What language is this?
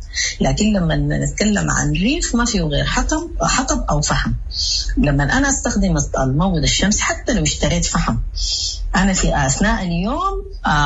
Sudanese Arabic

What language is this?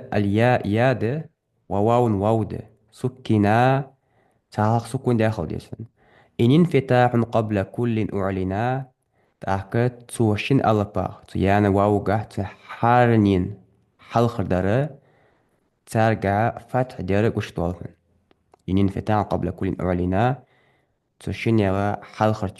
Ingush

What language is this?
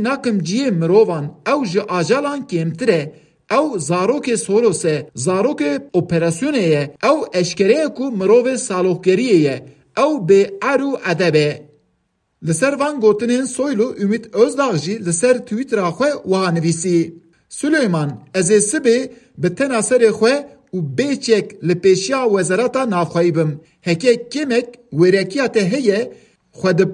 Kurdish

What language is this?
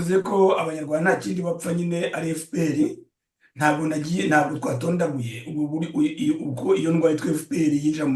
Kinyarwanda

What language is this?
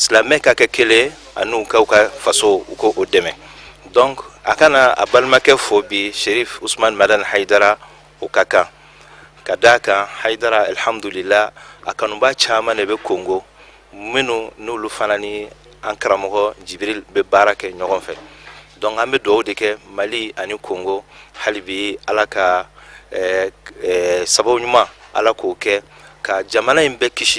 Bambara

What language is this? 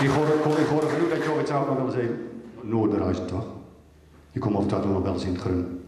Gronings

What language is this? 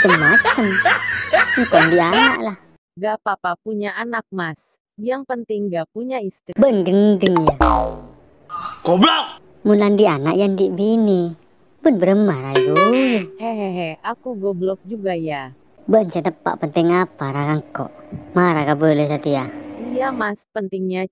Madurese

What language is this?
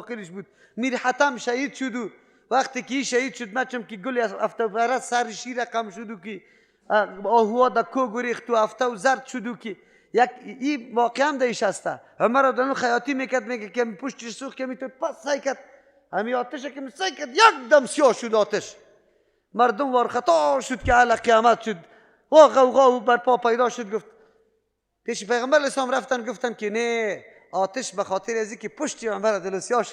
Persian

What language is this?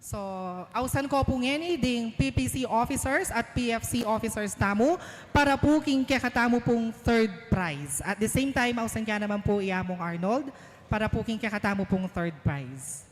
Pampanga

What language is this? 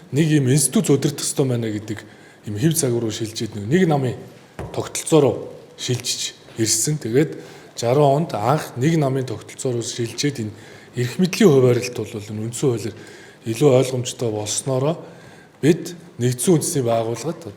Mongolian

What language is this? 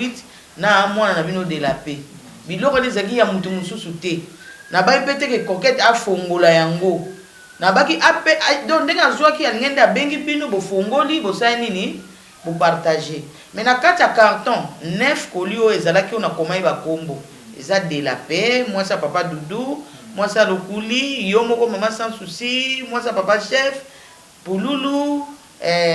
Lingala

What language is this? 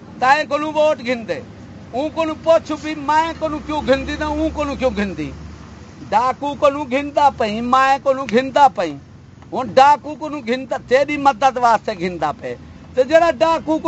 Saraiki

